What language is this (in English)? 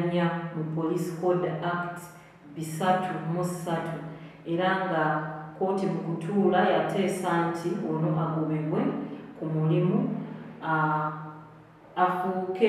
Ganda